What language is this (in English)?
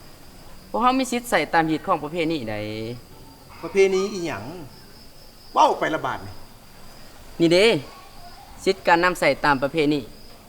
Lao